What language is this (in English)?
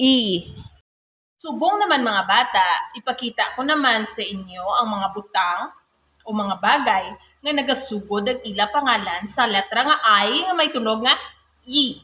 Hiligaynon